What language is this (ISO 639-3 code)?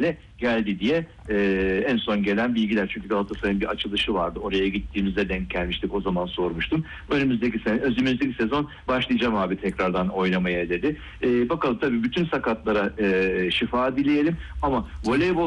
tur